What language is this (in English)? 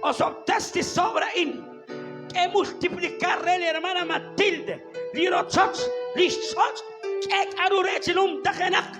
Kekchí